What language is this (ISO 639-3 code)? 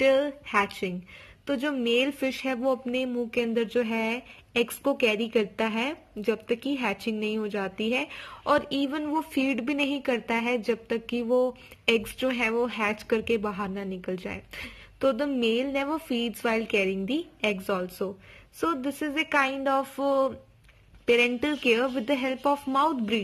hin